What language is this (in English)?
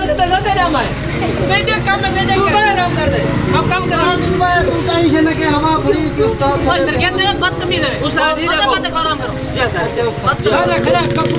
Saraiki